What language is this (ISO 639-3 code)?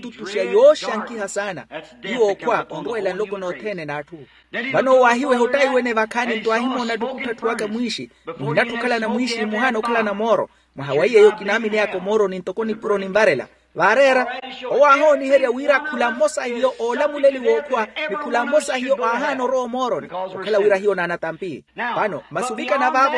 vmw